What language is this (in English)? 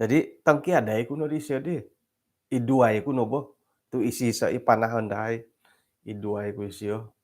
Central Dusun